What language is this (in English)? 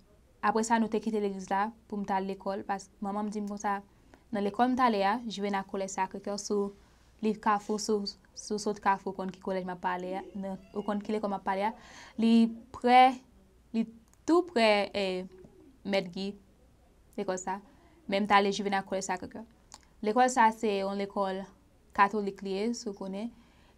Haitian Creole